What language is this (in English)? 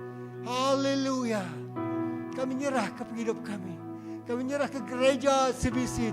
Iban